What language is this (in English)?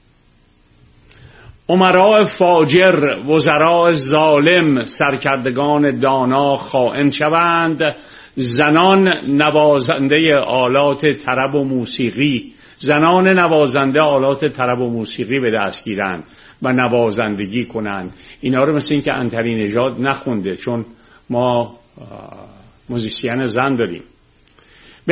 Persian